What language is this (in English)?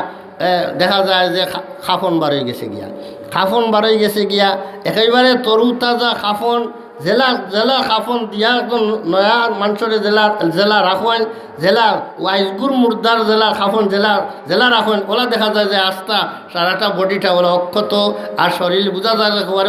Sylheti